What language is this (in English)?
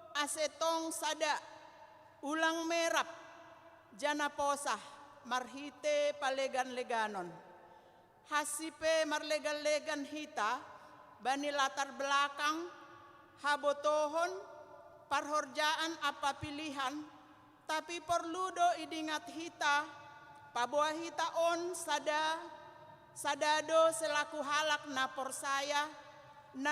Batak Simalungun